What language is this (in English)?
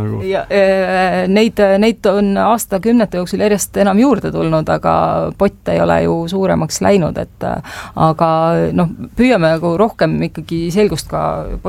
Estonian